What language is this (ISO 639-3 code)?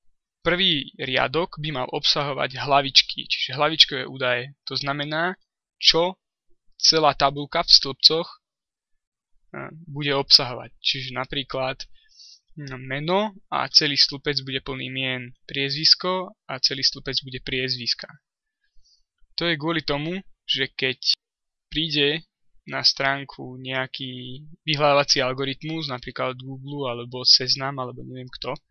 slk